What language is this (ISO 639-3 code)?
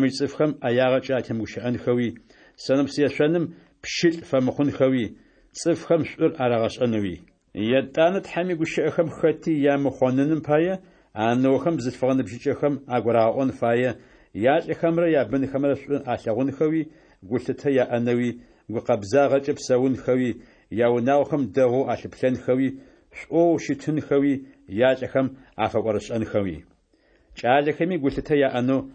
ady